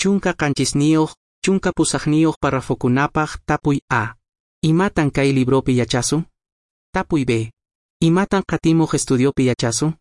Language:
Quechua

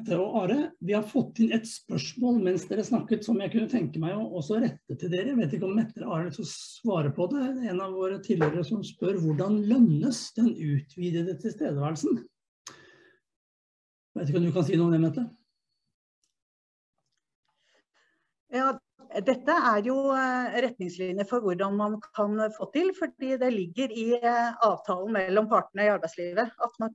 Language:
Norwegian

